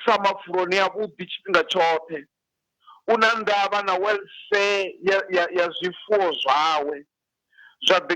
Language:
Venda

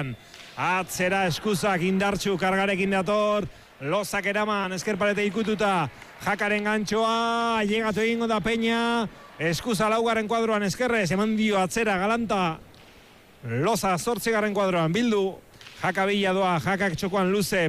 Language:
Basque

